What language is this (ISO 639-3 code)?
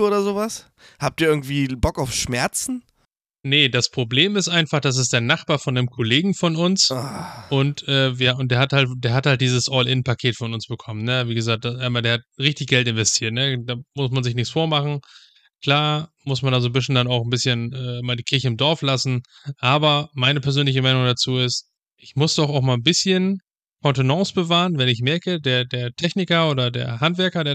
deu